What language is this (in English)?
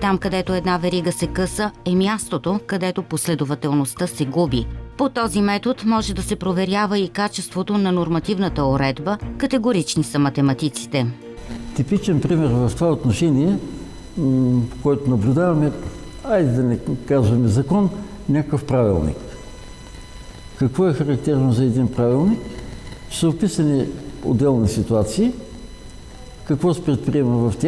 Bulgarian